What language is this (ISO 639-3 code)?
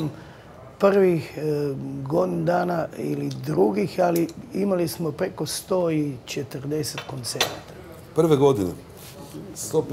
hrv